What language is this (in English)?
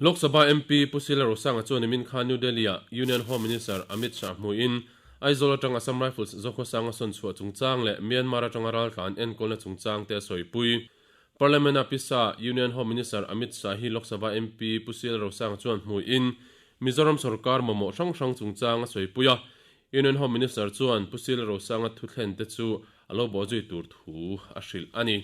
Mizo